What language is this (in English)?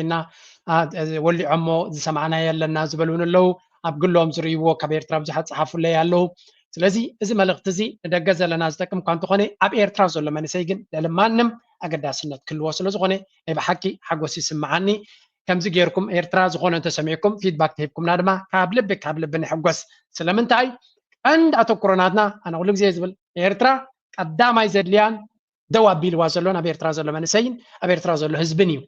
Tigrinya